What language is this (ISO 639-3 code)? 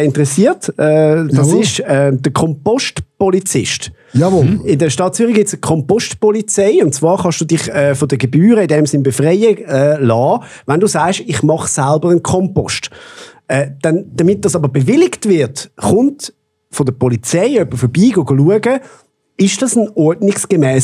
gsw